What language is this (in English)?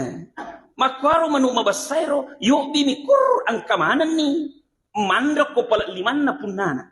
Buginese